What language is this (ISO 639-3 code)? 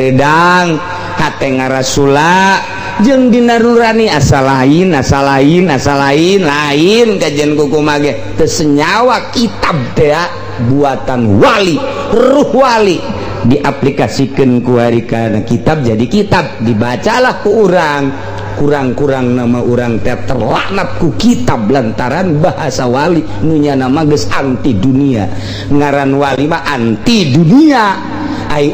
sun